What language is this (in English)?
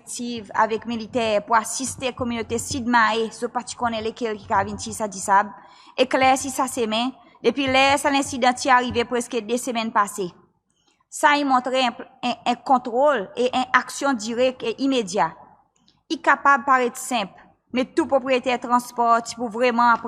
Seselwa Creole French